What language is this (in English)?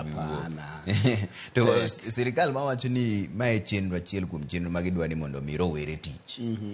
Luo (Kenya and Tanzania)